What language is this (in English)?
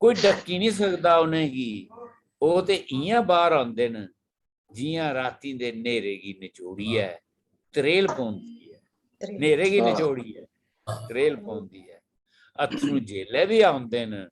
Dogri